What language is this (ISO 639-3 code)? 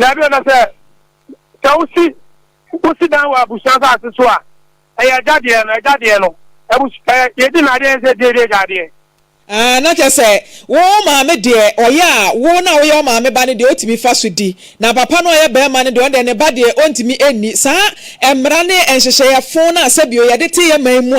aka